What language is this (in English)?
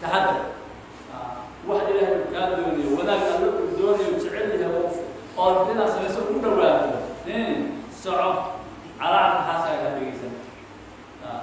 Somali